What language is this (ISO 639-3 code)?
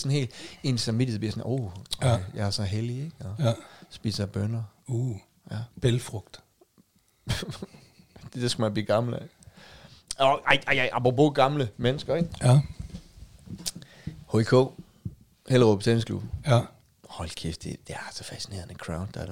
dan